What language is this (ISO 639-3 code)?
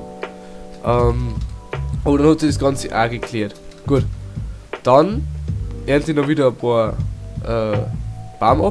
bar